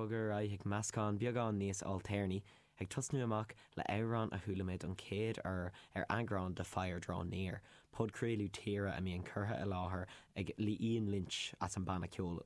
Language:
Irish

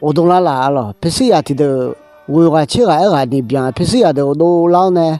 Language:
Akha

